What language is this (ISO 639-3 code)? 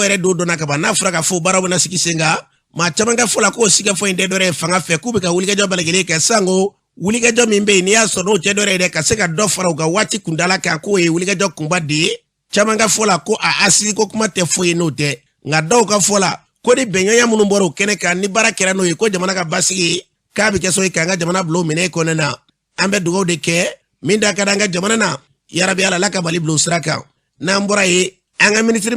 bam